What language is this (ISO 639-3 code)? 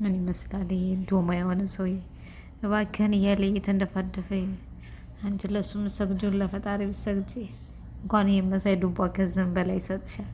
amh